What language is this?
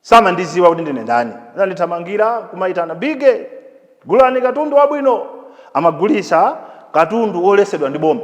Nyanja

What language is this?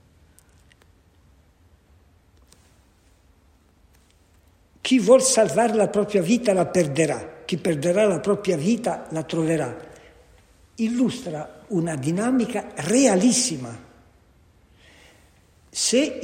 Italian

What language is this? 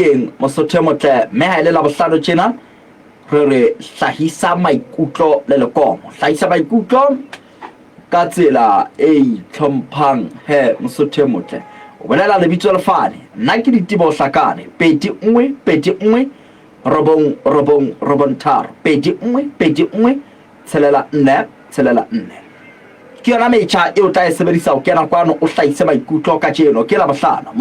Southern Sotho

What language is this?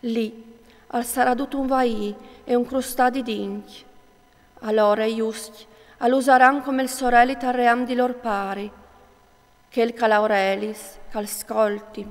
Friulian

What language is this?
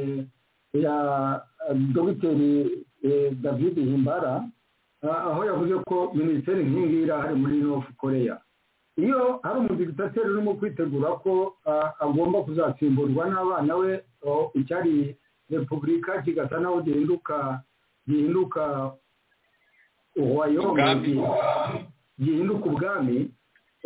Kinyarwanda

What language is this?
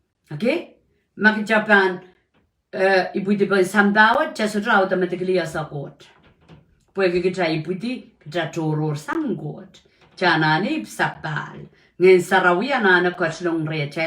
Pohnpeian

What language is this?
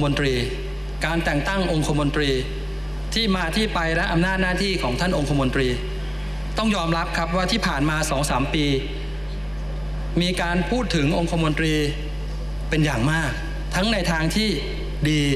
Thai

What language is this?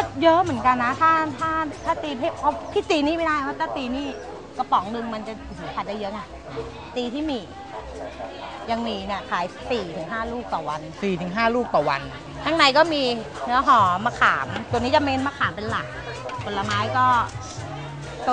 Thai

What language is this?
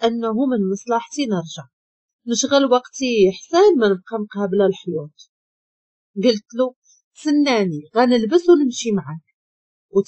Moroccan Arabic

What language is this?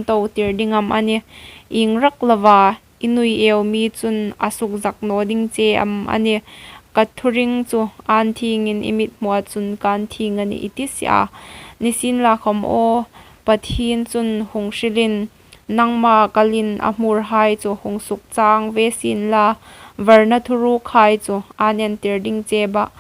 Hmar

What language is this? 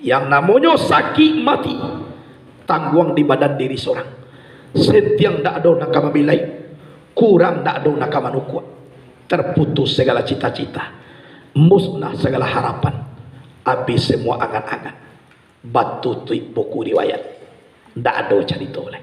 Minangkabau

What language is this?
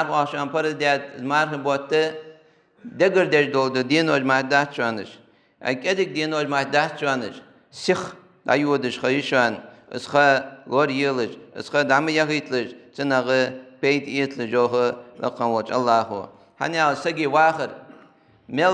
Ingush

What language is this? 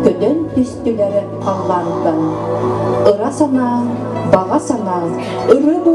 Yakut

